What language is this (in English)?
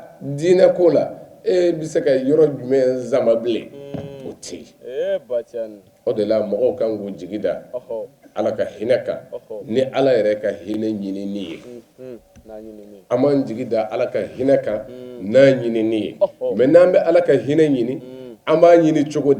Bambara